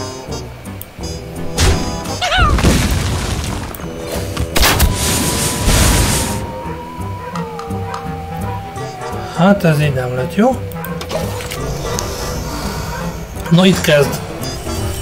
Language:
Hungarian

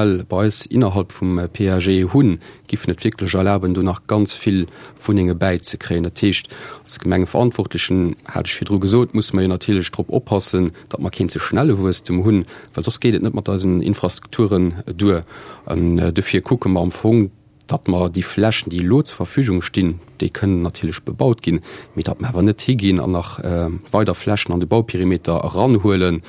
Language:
Luxembourgish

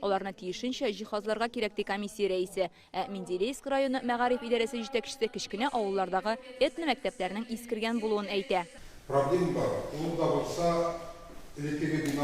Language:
Tatar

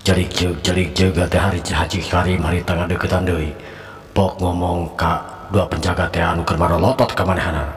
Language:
Sundanese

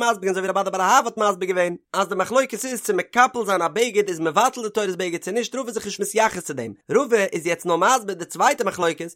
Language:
Yiddish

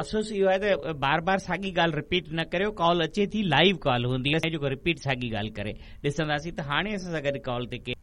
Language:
Sindhi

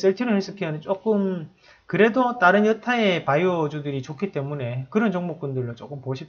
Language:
Korean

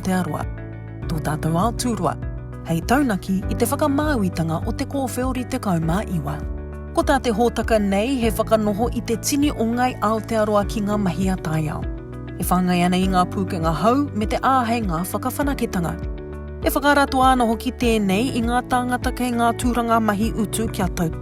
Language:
Māori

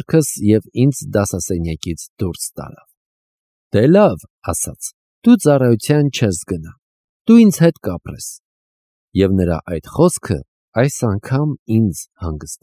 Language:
Armenian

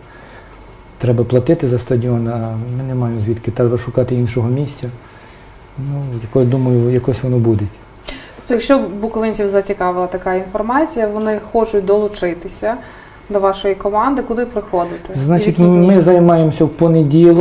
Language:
Ukrainian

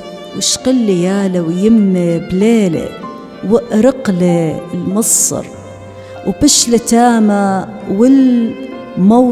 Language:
Assyrian Neo-Aramaic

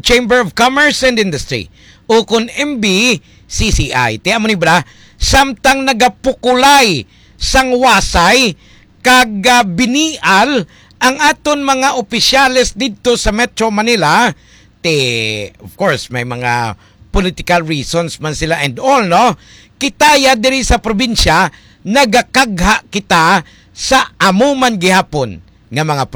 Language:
Hiligaynon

